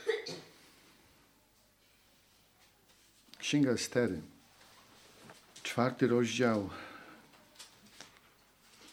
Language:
Polish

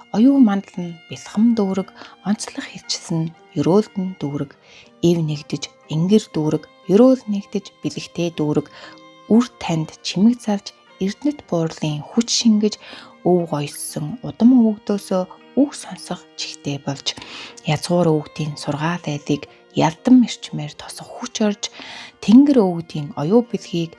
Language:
Mongolian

